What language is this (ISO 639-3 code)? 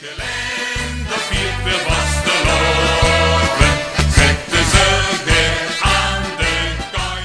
lim